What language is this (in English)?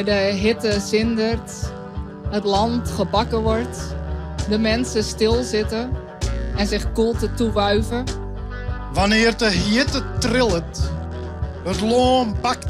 Western Frisian